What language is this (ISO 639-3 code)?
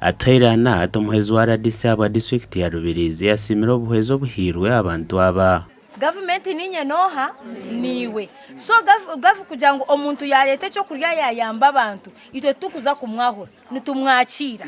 nyn